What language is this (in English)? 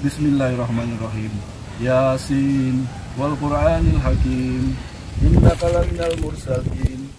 Betawi